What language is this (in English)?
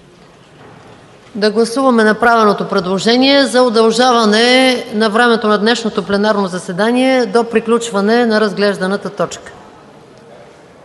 Bulgarian